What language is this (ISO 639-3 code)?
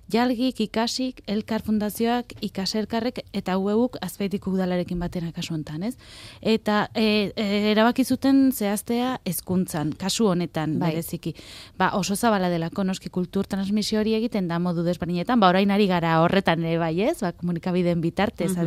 eus